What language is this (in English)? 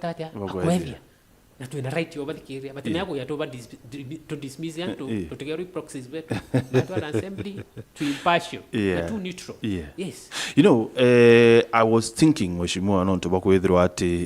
Meru